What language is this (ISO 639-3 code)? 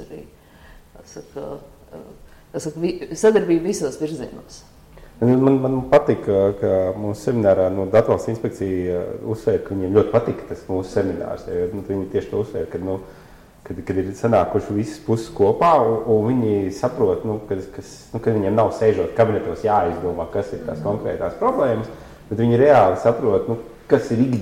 lav